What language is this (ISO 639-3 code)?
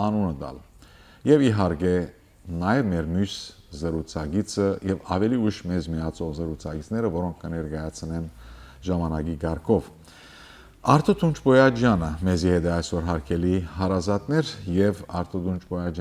hyw